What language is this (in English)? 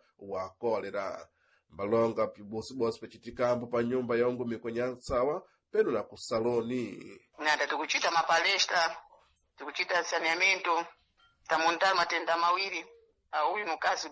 Sena